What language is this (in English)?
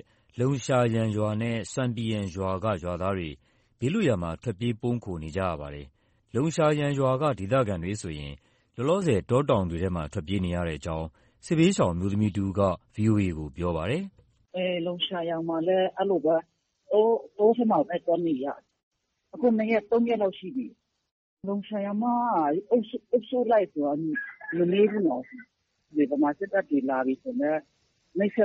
Burmese